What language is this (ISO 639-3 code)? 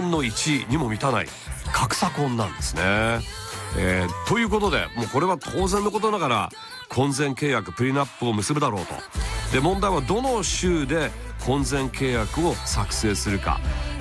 jpn